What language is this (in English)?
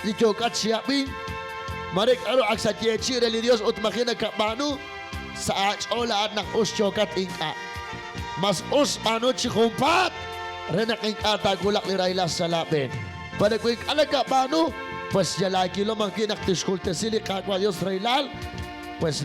Kekchí